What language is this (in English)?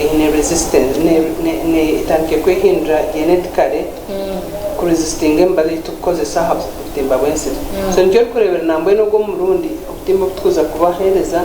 Nyankole